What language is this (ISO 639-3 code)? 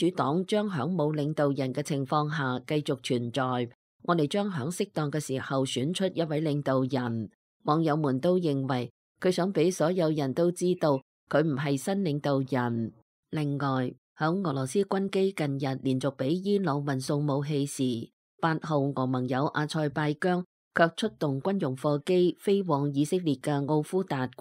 yue